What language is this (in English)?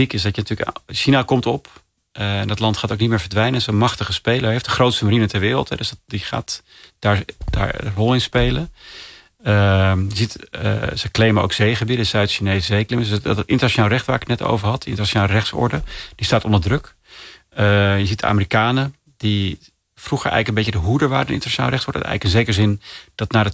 Dutch